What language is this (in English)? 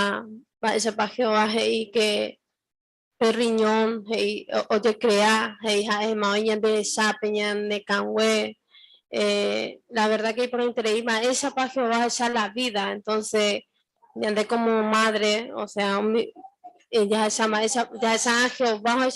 Guarani